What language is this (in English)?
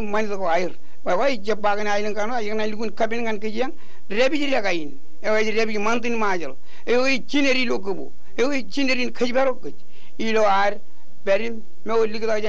Marshallese